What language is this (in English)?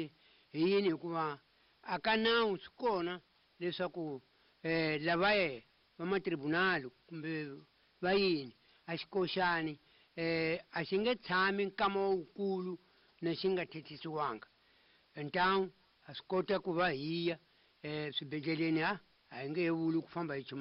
Tsonga